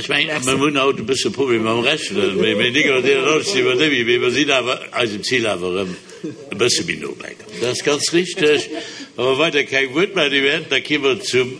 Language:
Luxembourgish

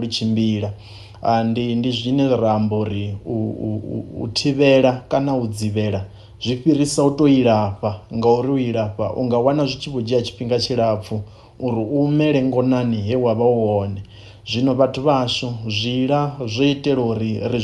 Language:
Venda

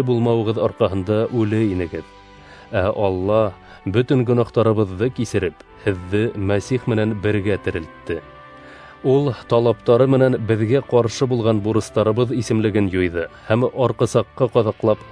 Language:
Bashkir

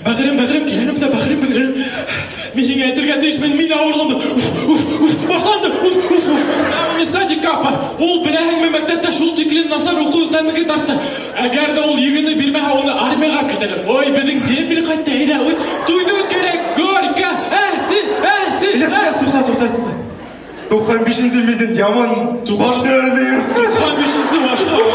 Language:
Bashkir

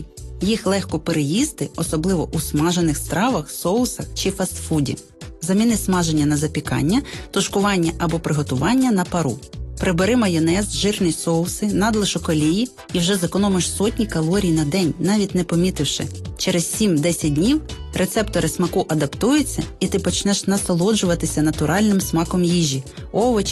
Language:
Ukrainian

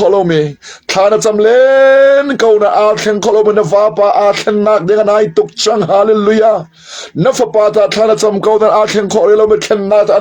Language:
Hakha Chin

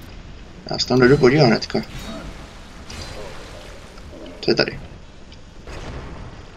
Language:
Czech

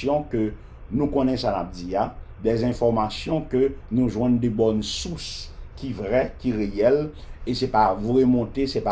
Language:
Haitian Creole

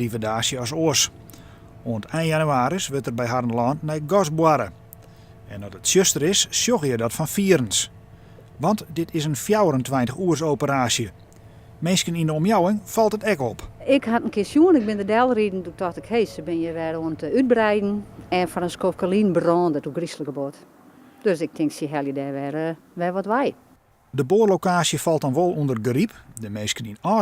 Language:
Western Frisian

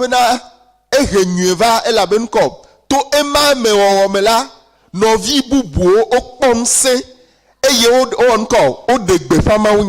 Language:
Ewe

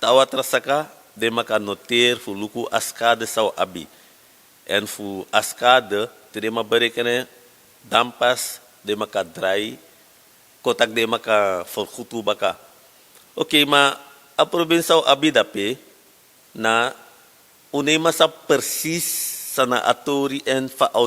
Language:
Sranan Tongo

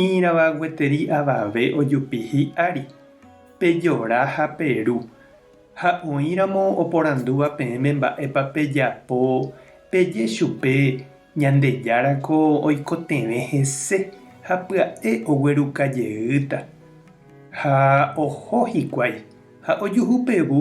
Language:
Guarani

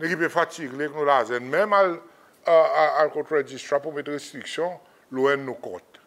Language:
Seselwa Creole French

